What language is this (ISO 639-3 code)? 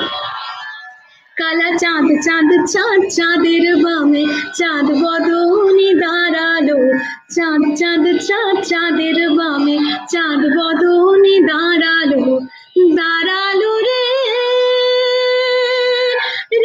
ben